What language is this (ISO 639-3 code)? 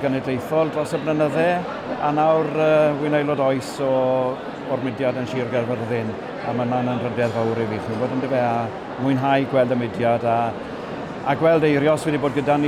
cym